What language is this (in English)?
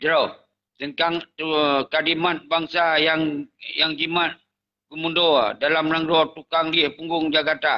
Achinese